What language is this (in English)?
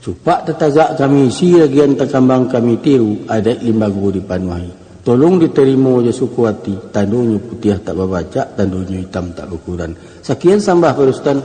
Minangkabau